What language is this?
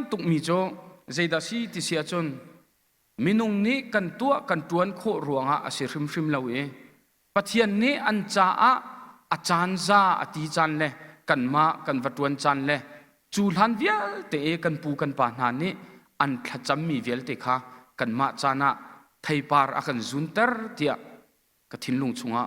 Hakha Chin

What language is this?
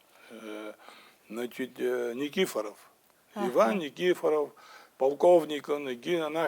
Abkhazian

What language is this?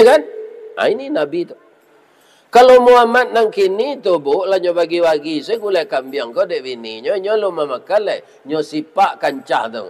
Minangkabau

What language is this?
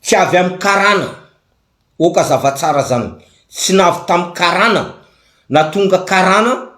Malagasy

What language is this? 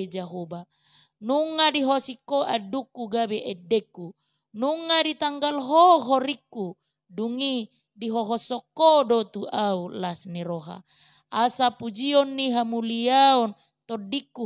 Batak Toba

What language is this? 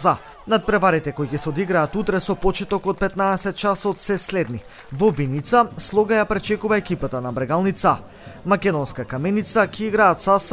Macedonian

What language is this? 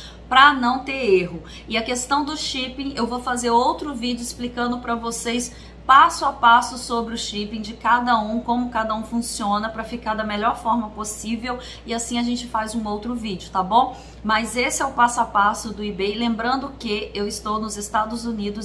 Portuguese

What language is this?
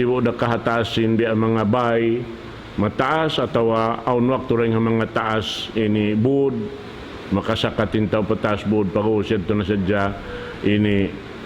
Tausug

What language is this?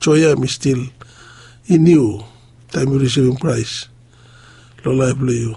Bislama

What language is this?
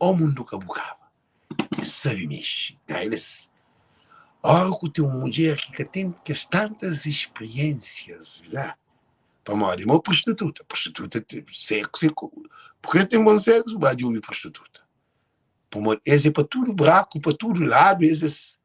Kabuverdianu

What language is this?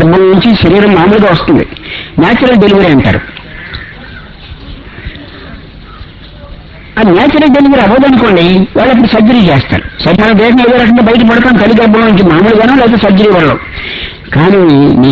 Telugu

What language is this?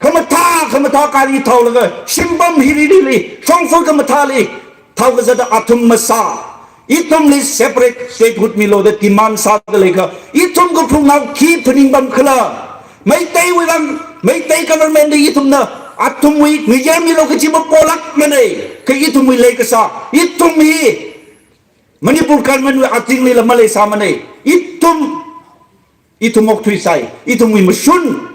Tangkhul Naga (India)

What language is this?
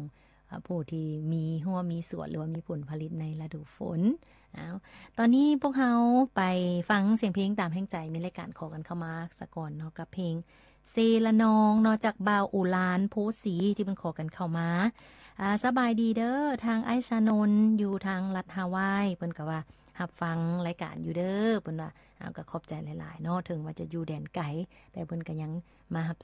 Lao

